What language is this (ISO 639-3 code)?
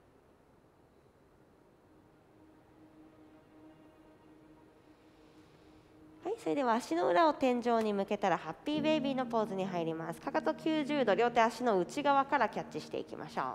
jpn